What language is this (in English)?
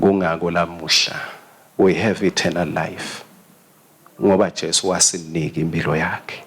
Swati